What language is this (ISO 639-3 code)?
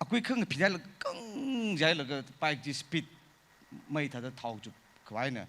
nmf